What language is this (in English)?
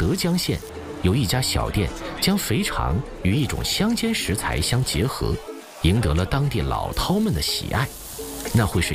Chinese